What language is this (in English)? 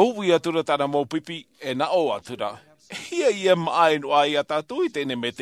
Tahitian